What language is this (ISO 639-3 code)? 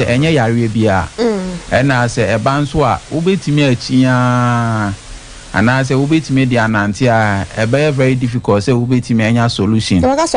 aka